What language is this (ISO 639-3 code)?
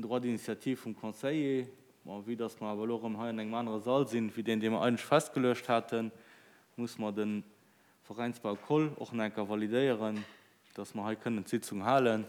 ltz